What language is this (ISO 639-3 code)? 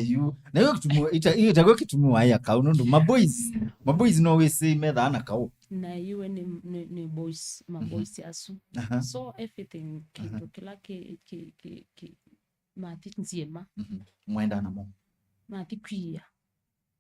kam